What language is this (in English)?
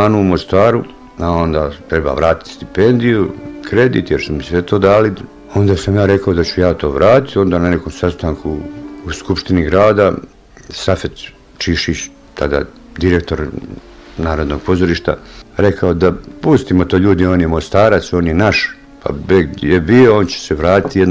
Bosnian